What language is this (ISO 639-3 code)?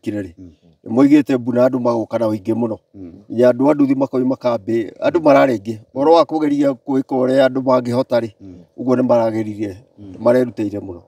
kik